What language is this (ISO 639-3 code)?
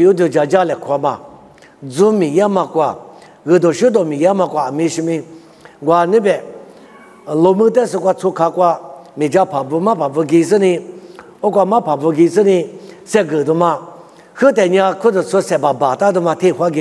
lis